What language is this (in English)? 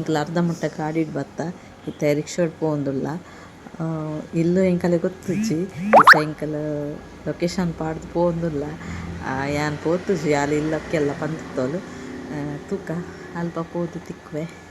Tulu